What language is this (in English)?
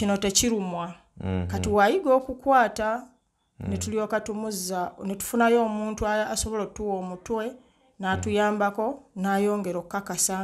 Ganda